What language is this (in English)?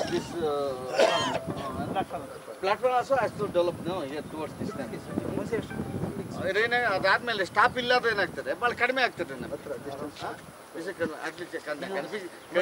Kannada